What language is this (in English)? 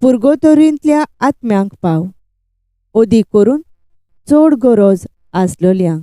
Konkani